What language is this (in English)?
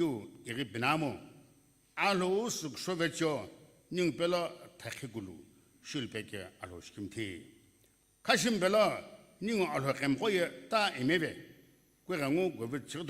Sumi Naga